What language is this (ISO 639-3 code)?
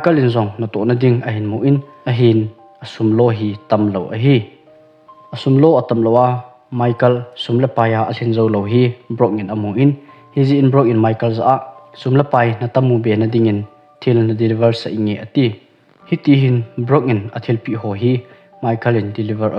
tcz